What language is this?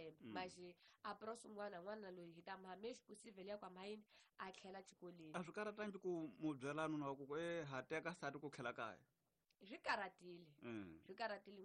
Tsonga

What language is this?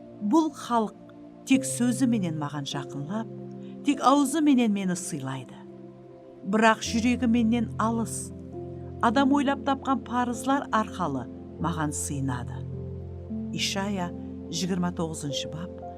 Kara-Kalpak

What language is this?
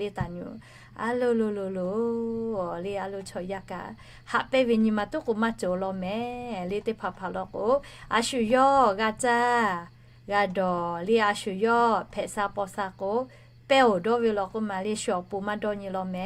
Lahu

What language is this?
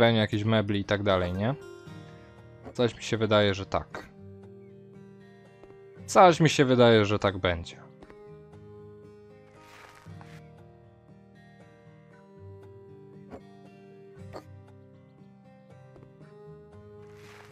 Polish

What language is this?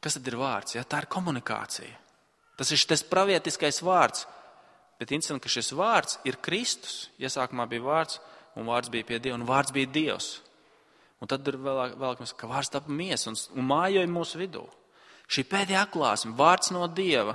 Latvian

